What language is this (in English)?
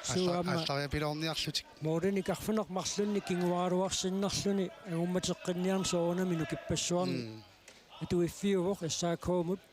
Kalaallisut